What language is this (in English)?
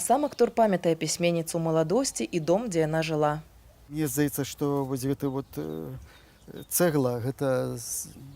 Belarusian